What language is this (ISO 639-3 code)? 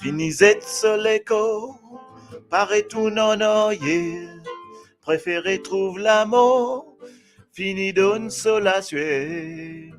mfe